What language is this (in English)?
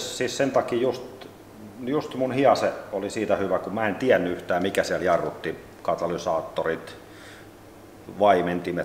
Finnish